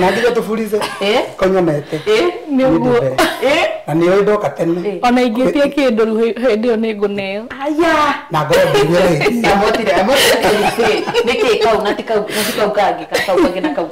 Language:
Kikuyu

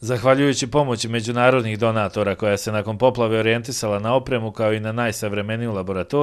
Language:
Bosnian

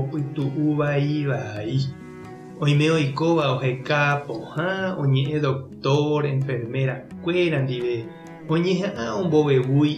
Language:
Guarani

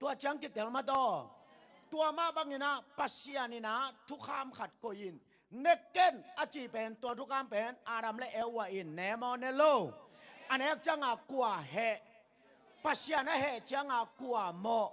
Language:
Tedim Chin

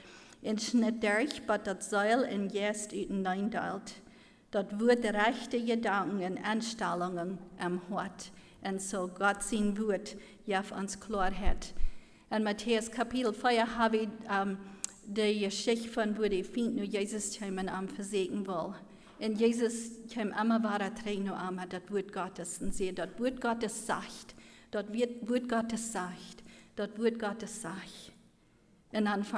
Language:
Plautdietsch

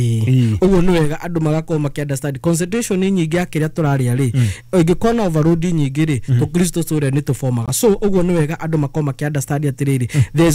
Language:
Kikuyu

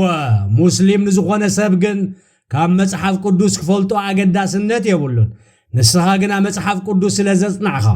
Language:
Tigrinya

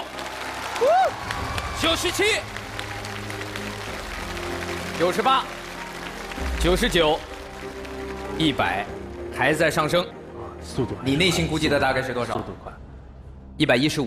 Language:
Chinese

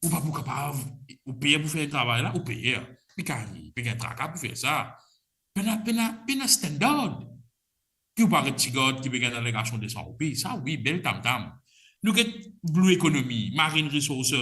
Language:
Morisyen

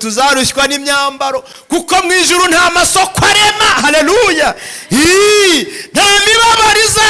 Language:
Kinyarwanda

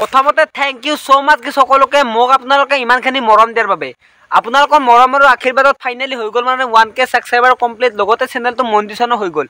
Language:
Assamese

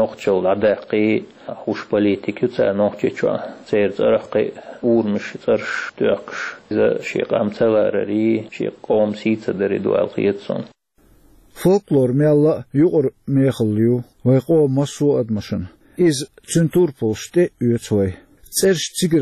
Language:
Chechen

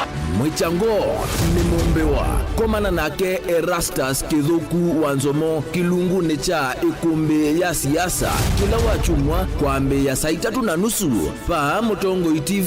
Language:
Kamba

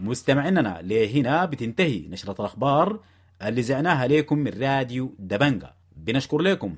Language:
Sudanese Arabic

